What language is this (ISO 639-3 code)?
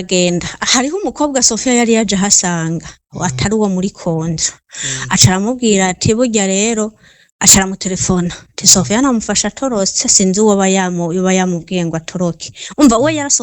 run